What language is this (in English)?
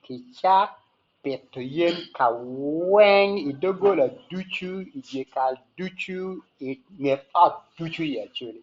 Acoli